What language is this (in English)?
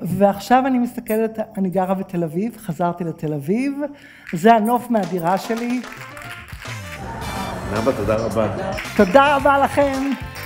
Hebrew